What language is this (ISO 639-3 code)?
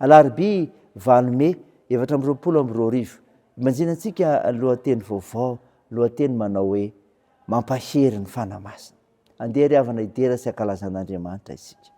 mlg